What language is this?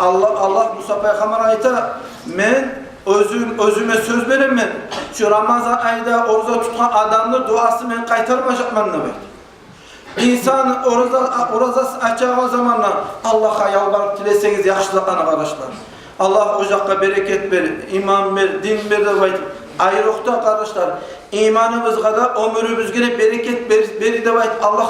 Kumyk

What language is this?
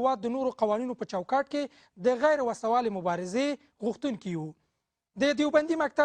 Pashto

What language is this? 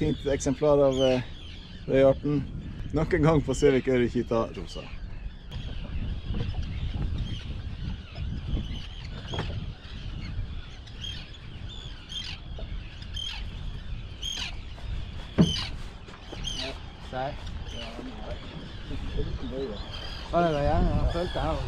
Norwegian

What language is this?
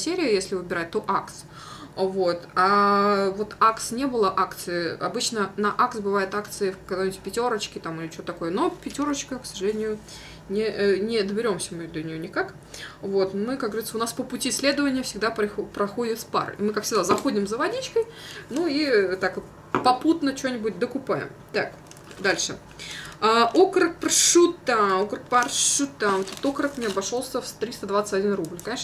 Russian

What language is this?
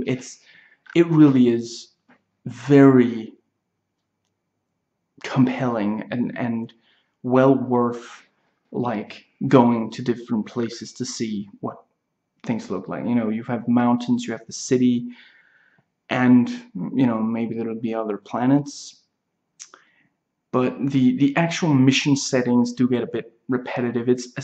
English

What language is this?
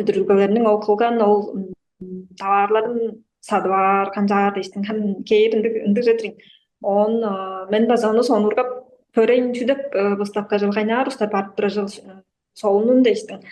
Tuvinian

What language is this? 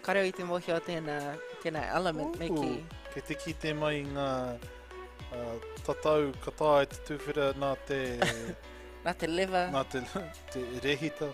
Māori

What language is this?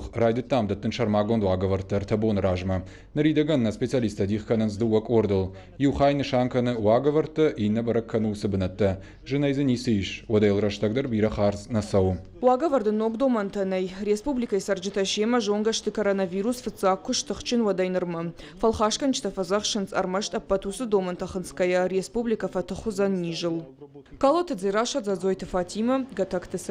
Ossetic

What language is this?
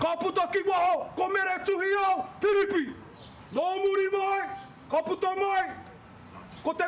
Māori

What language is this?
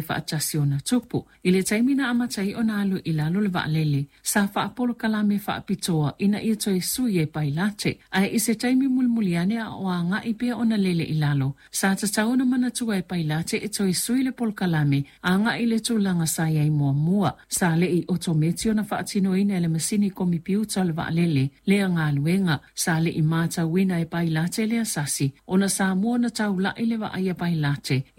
Samoan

